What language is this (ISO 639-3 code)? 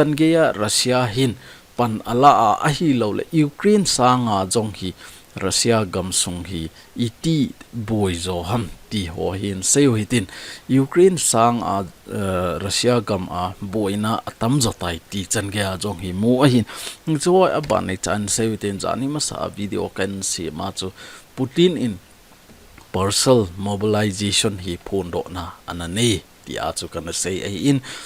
tcz